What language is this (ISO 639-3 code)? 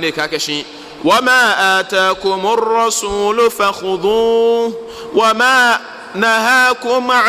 gaa